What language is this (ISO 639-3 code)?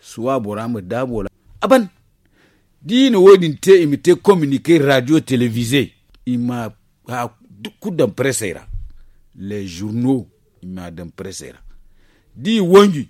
dje